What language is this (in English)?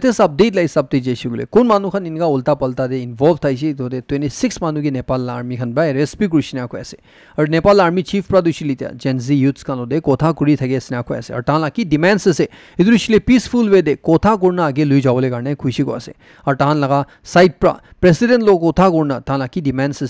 Naga Pidgin